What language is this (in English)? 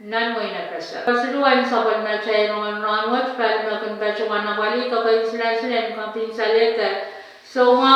Pohnpeian